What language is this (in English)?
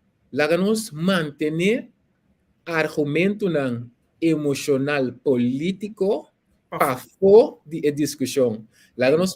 Papiamento